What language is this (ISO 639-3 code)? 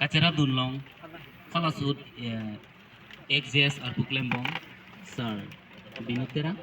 mjw